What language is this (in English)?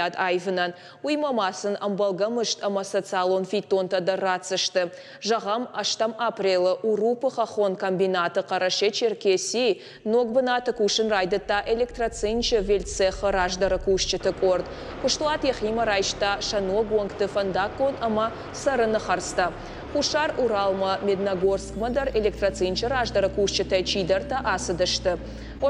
Ossetic